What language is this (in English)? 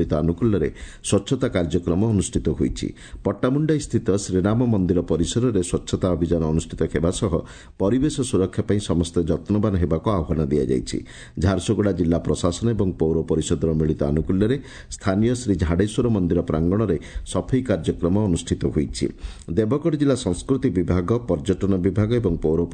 Odia